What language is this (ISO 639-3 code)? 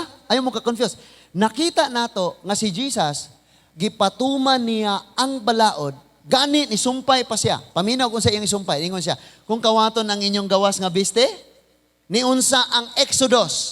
ceb